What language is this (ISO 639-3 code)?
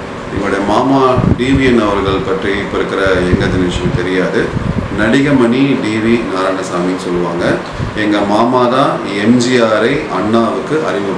tam